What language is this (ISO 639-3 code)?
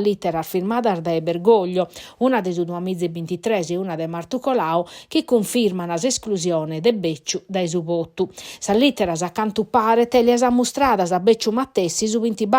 srd